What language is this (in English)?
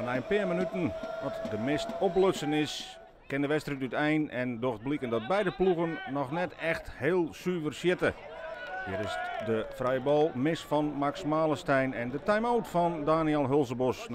Western Frisian